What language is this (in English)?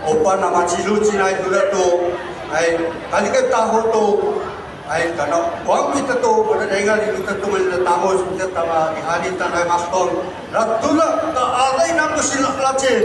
Bunun